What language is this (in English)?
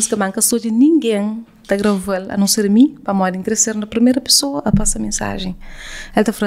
Kabuverdianu